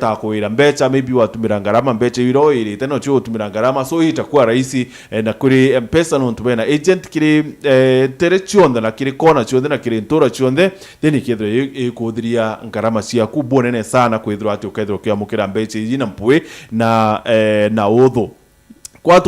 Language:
Meru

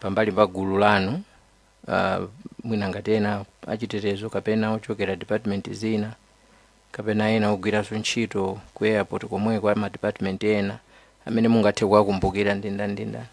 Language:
Nyanja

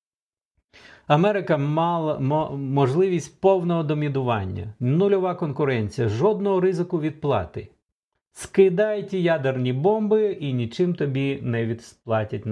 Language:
Ukrainian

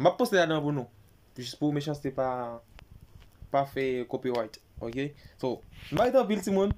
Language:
Haitian Creole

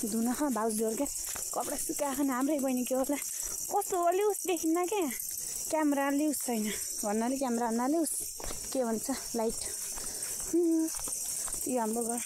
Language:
Nepali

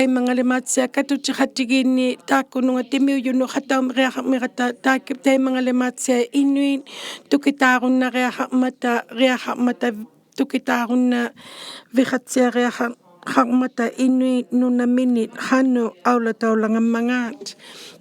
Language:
Inuktitut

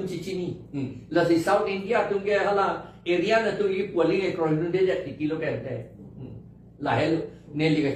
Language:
Karbi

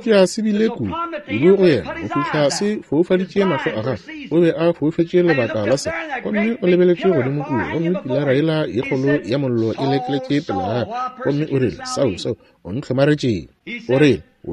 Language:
Northern Sotho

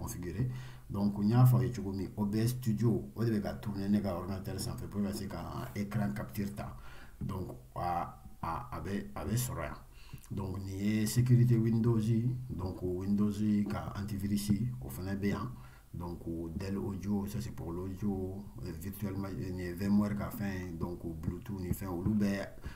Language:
Bambara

